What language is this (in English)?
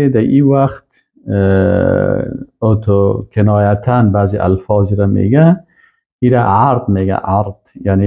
Persian